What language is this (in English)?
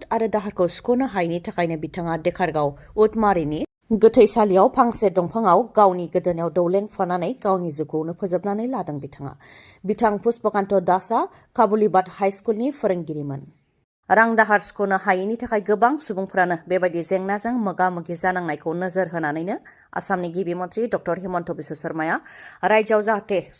Bodo